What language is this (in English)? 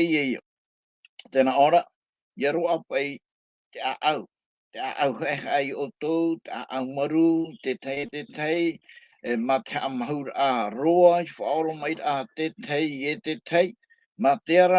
Tahitian